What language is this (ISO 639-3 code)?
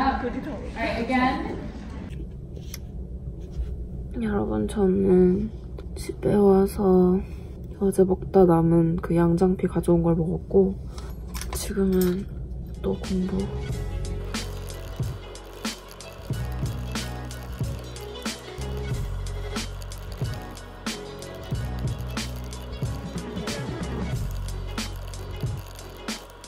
kor